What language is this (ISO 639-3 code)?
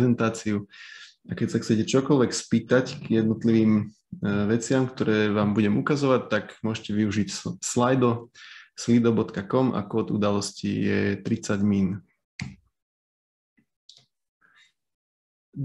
slk